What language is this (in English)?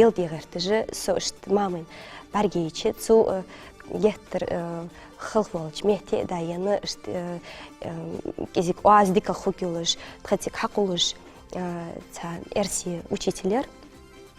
Ingush